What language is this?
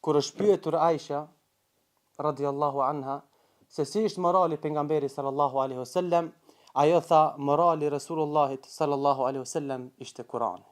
Albanian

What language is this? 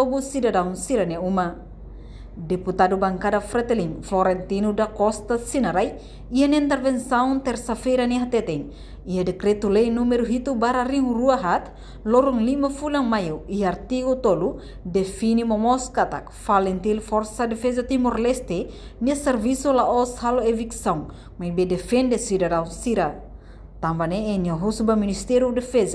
Tetum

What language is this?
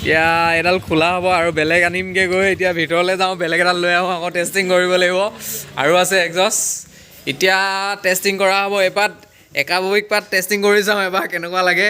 Assamese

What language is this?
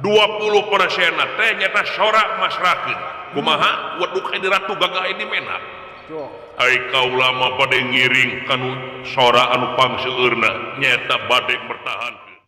Sundanese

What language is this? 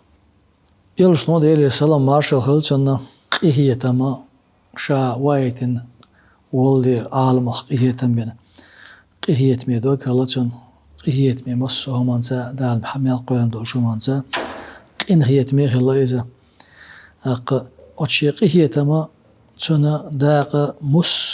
Chechen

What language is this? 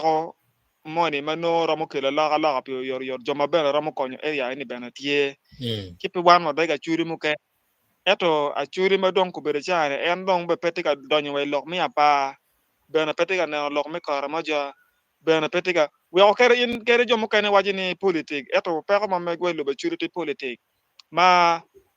Acoli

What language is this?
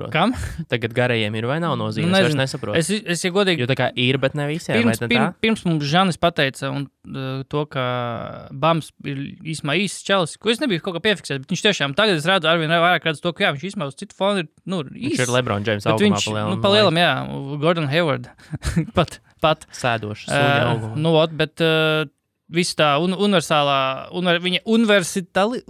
Latvian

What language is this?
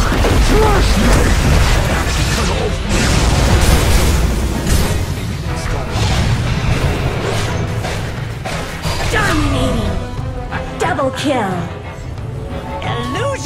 English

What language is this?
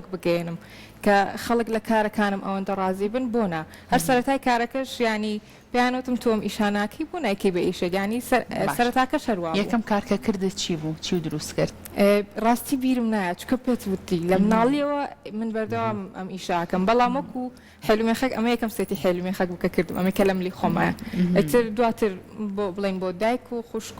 Central Kurdish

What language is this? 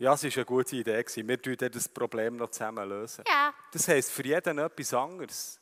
Swiss German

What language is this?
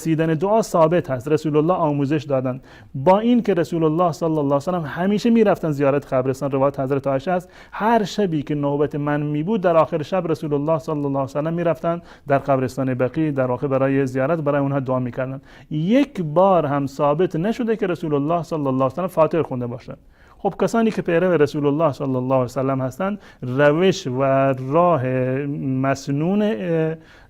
Persian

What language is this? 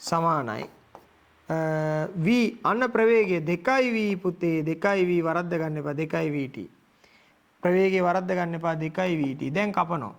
Sinhala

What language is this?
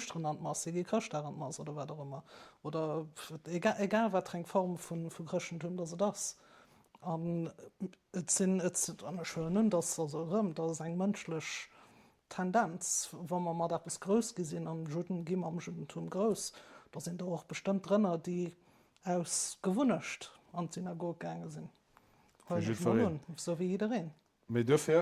Luxembourgish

